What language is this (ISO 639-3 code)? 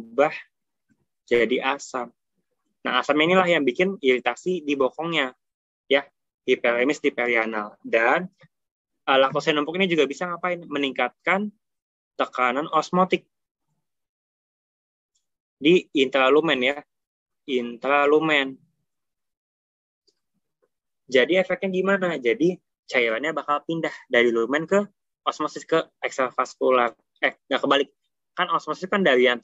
ind